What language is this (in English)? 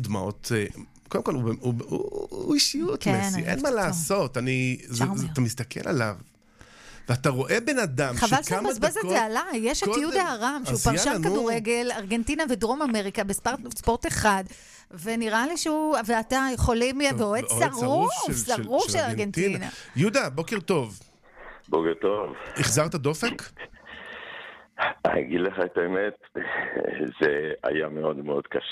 Hebrew